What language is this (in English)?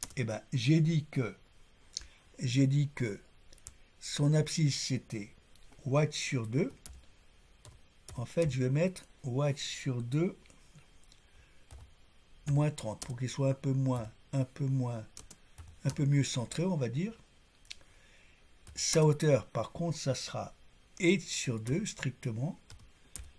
French